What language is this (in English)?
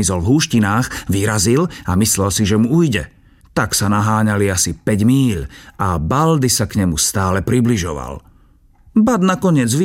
Slovak